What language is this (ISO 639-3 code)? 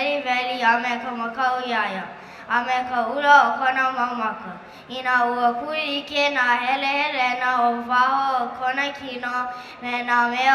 haw